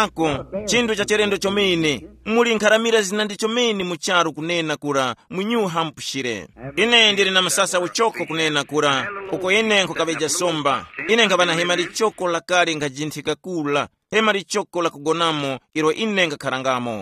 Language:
Tumbuka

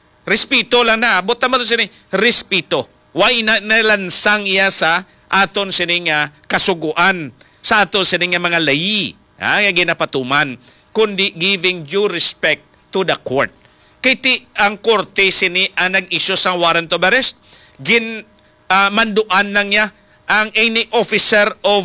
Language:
Hiligaynon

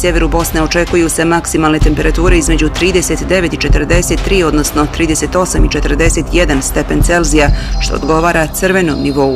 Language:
Bosnian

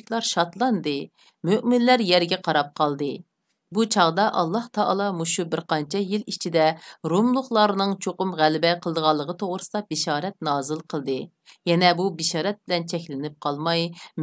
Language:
Uyghur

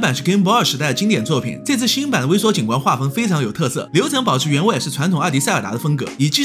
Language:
Chinese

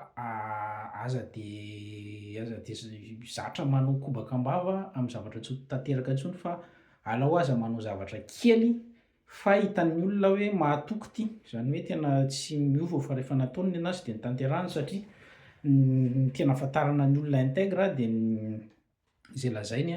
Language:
Malagasy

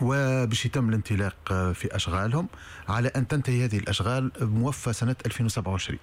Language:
Tunisian Arabic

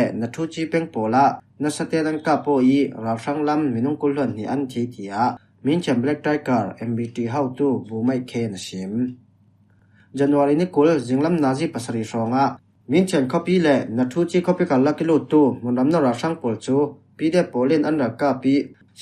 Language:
Falam Chin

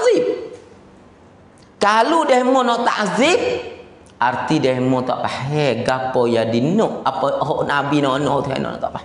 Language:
Pattani Malay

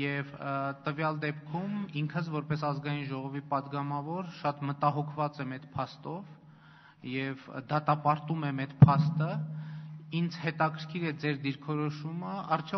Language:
Armenian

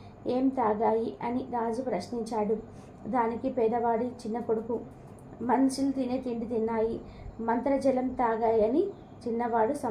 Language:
Telugu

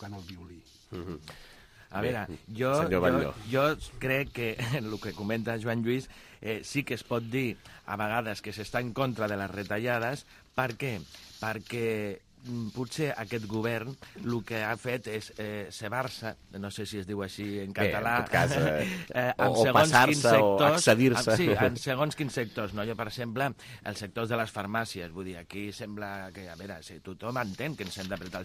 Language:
Catalan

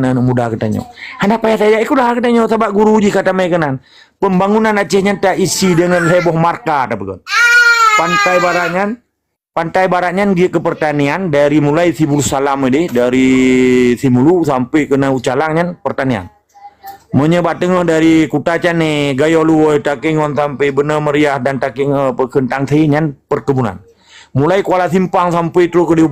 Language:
Achinese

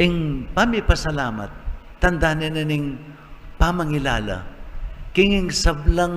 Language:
Pampanga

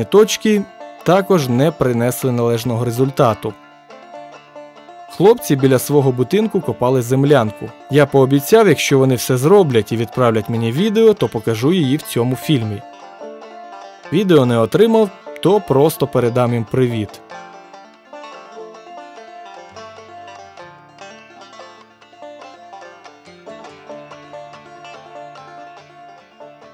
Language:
Ukrainian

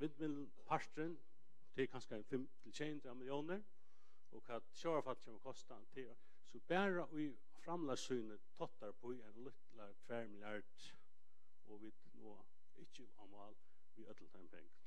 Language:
Faroese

